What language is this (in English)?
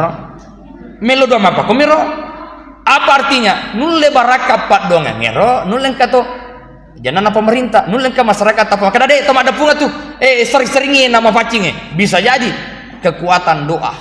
Buginese